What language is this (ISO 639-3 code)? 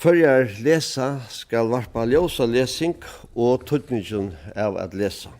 fao